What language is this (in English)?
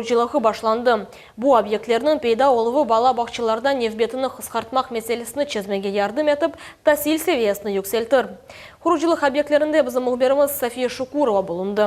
Crimean Tatar